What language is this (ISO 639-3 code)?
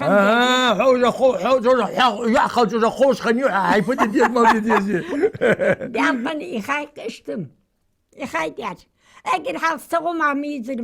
inh